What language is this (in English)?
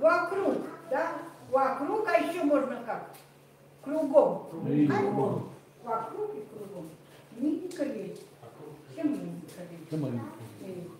Chukot